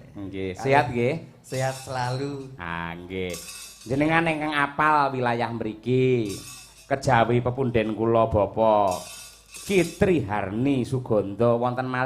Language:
Javanese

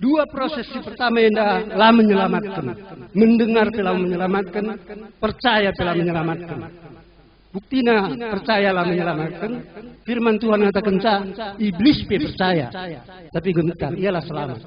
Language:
Batak Karo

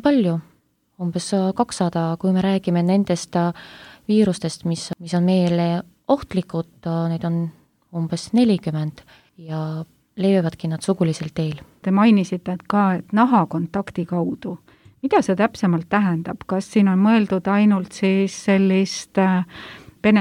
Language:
Estonian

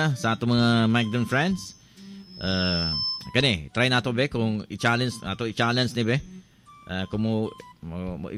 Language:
Cebuano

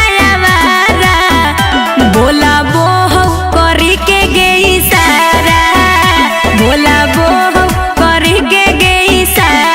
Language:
Magahi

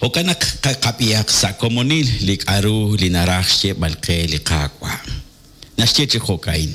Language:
Kekchí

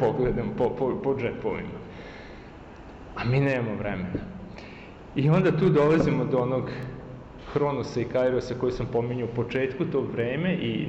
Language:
Serbian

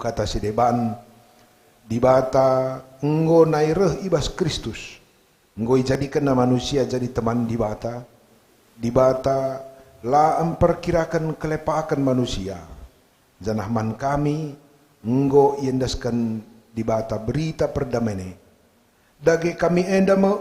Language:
Batak Karo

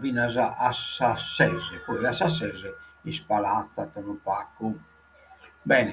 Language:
Sardinian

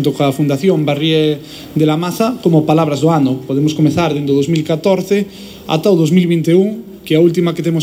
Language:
Galician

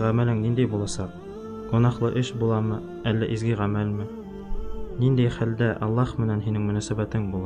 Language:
Bashkir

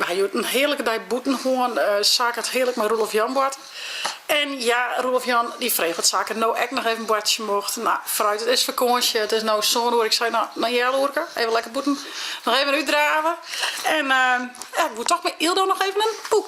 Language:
Western Frisian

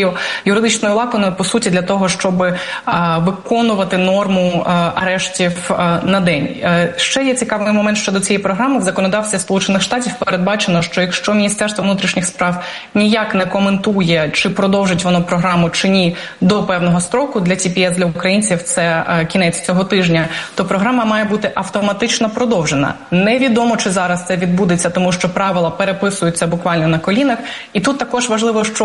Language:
Ukrainian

